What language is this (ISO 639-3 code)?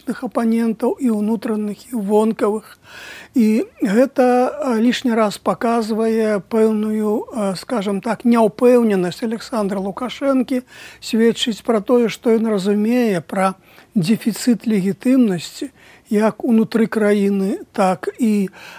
bel